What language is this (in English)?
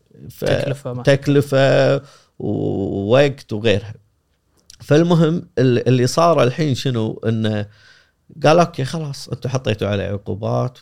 Gulf Arabic